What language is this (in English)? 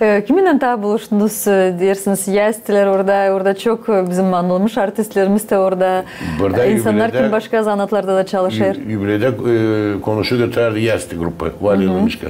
Gagauz